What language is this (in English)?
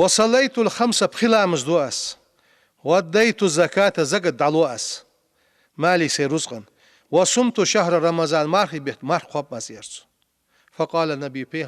Ingush